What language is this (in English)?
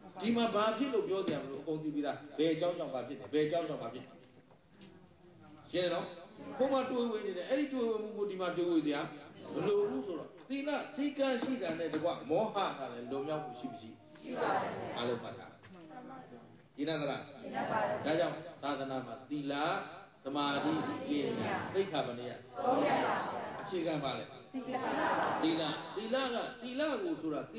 Burmese